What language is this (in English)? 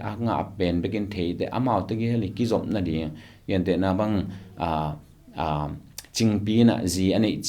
Tedim Chin